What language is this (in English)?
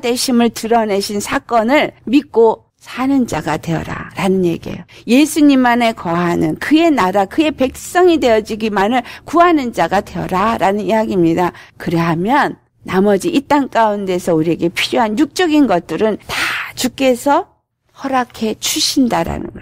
Korean